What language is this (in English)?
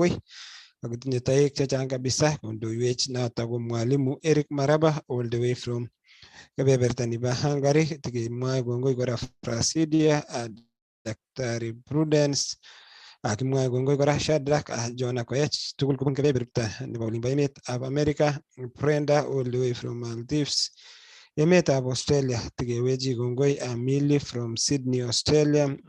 Kalenjin